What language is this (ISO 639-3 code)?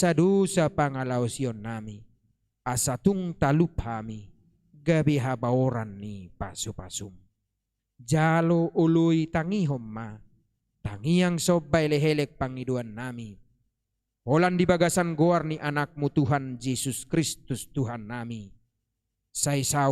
bbc